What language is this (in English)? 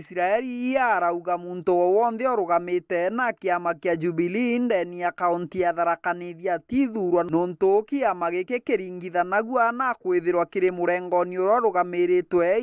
Meru